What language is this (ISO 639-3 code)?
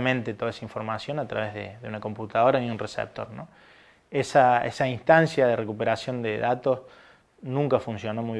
spa